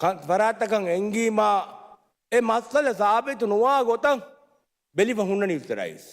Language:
Divehi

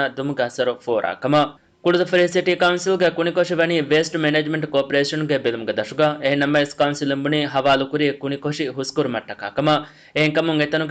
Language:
Divehi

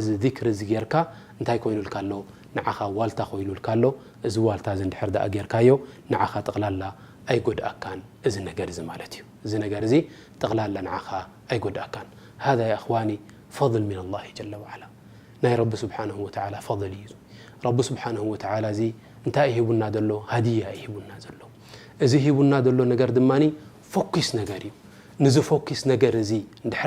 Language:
Tigrinya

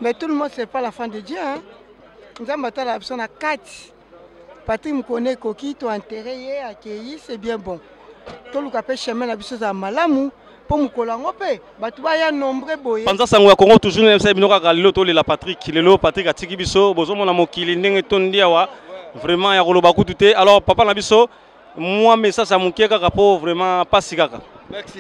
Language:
Lingala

